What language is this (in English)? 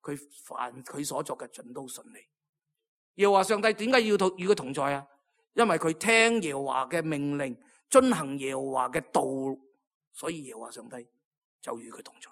Cantonese